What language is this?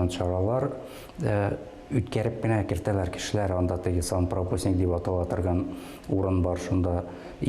Tatar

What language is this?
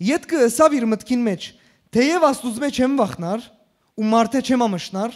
Western Armenian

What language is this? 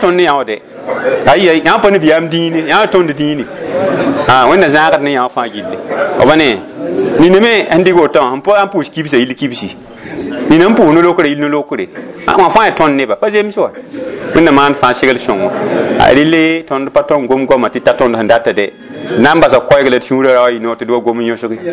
Mossi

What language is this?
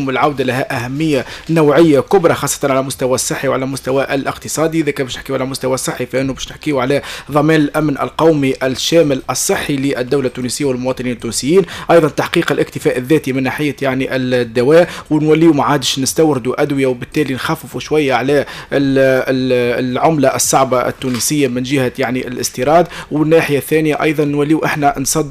Tunisian Arabic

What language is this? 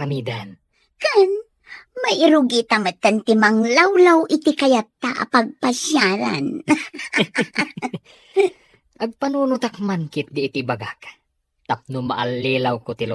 Iloko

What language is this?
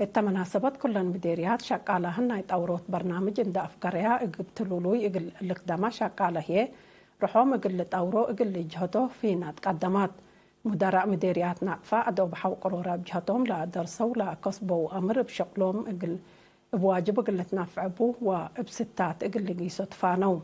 Tigre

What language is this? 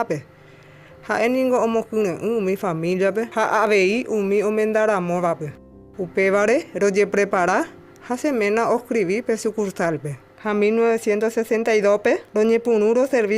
Guarani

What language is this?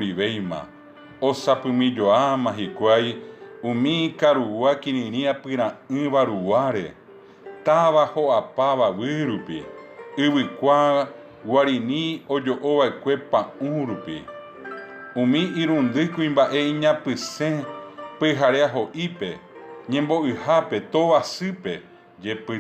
Guarani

